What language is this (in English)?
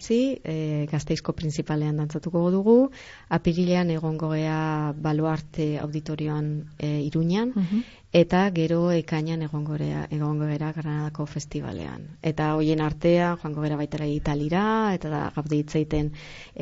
Basque